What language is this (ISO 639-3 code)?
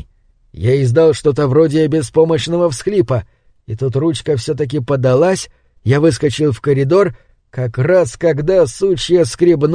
rus